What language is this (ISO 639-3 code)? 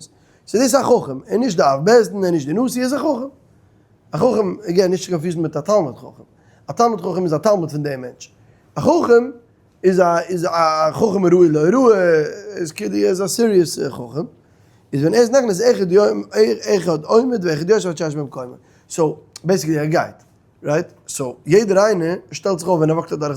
yid